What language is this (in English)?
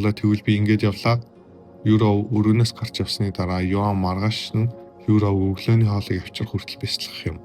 Mongolian